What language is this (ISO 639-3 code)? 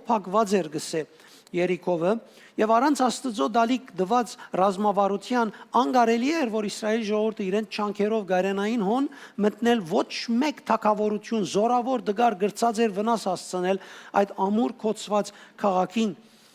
hyw